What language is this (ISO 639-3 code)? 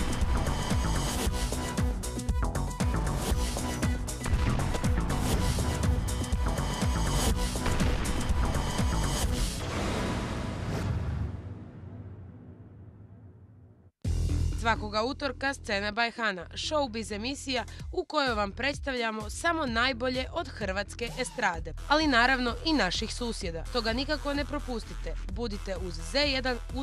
hrv